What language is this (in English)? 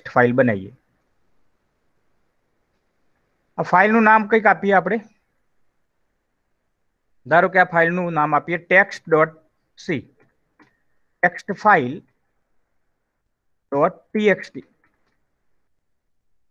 Gujarati